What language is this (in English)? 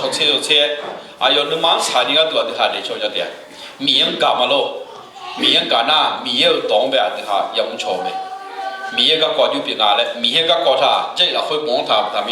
Akha